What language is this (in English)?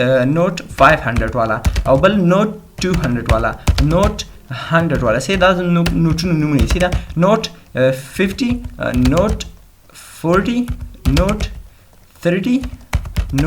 Pashto